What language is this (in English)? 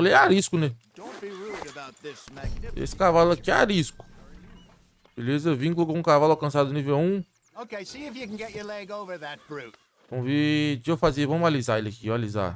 Portuguese